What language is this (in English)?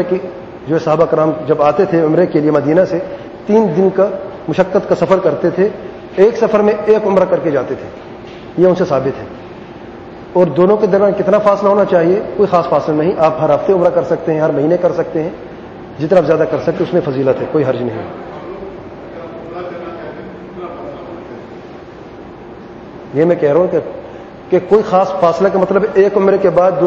Urdu